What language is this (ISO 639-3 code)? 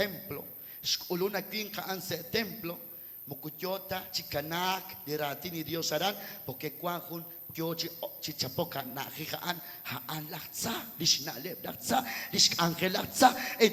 kek